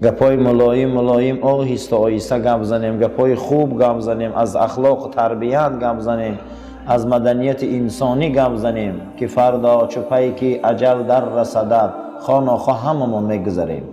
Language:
Tajik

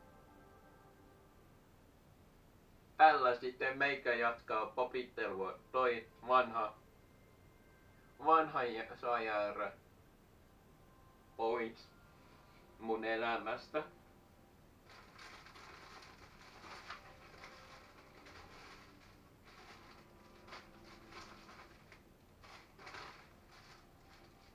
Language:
Finnish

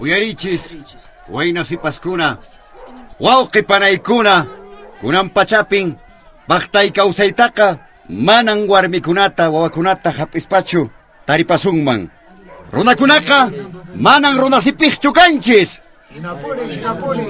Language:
Quechua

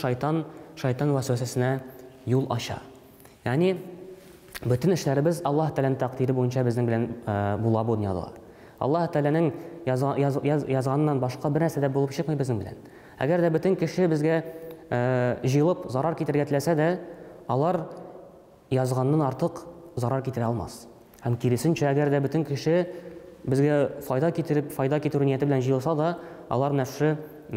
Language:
Tatar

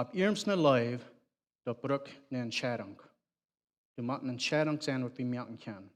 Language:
Plautdietsch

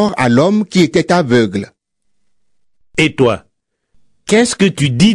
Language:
French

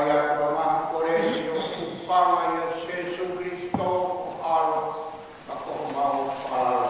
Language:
Tongan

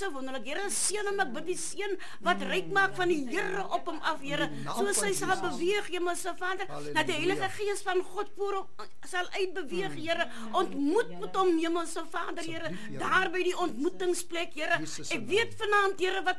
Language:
Afrikaans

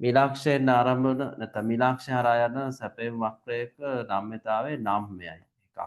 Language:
Sinhala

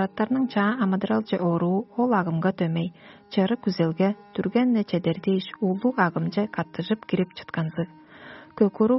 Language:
Tuvinian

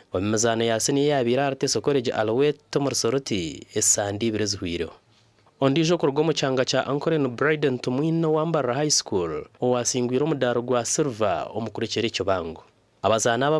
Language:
Nyankole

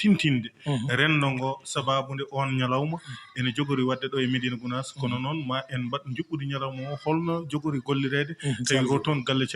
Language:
Fula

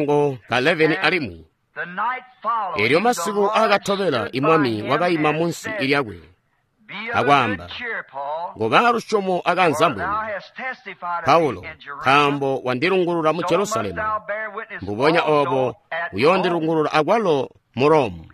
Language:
Tonga (Zambia)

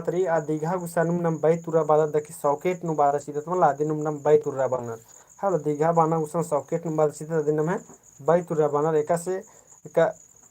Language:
Kurukh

